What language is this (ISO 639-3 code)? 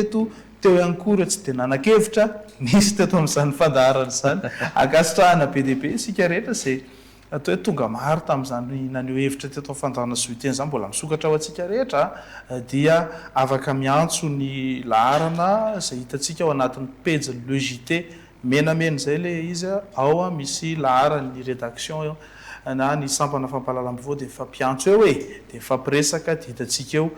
mlg